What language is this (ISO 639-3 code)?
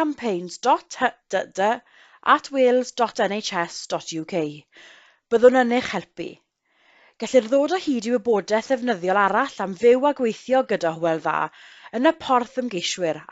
cym